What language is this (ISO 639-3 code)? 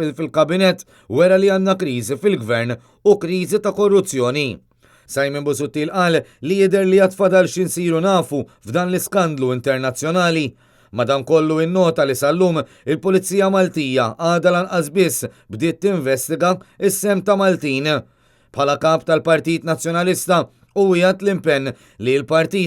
mlt